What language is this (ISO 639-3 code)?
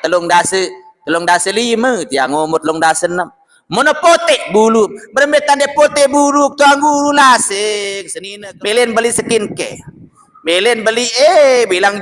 sas